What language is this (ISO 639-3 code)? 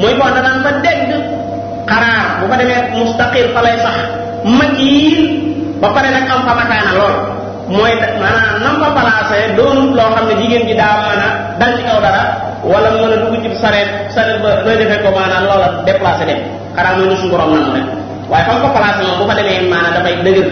wol